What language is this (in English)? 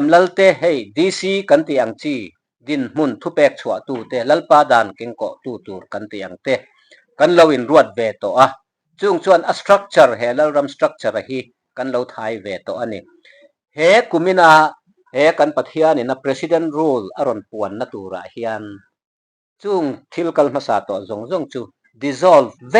Mizo